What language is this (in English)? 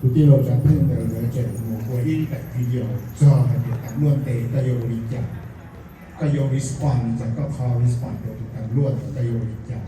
Hmong